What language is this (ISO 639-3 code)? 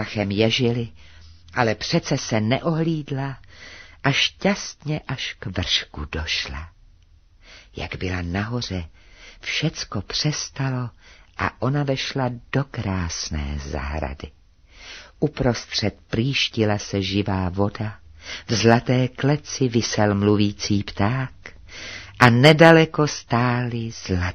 ces